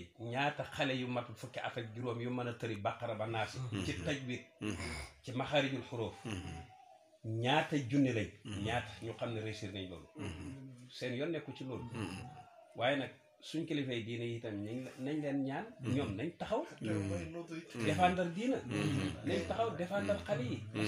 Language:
Wolof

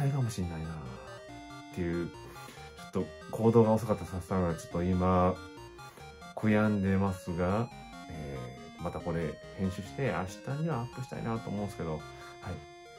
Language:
Japanese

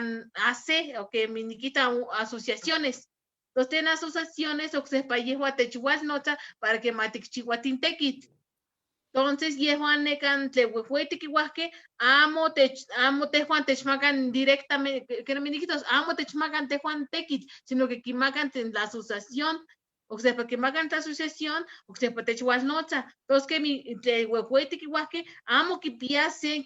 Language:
Eastern Huasteca Nahuatl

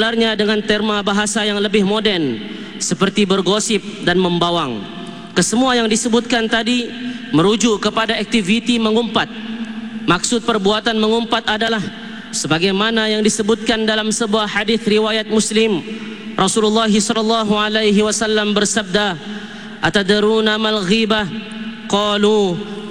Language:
Malay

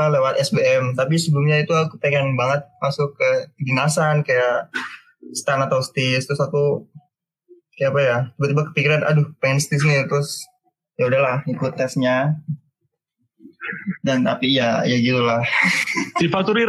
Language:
Indonesian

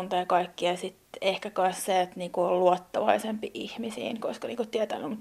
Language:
Finnish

